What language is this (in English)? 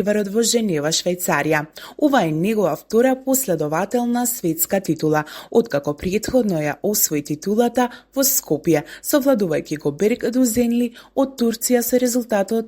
Macedonian